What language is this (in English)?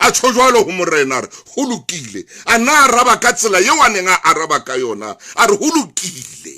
Southern Sotho